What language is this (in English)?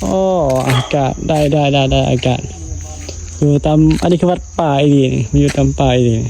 Northeastern Thai